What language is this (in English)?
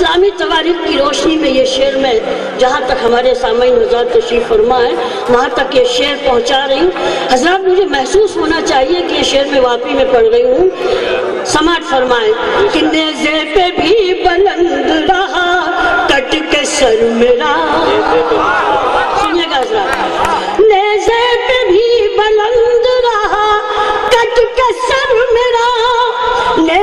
Urdu